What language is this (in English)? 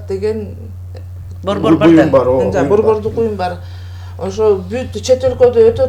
Kyrgyz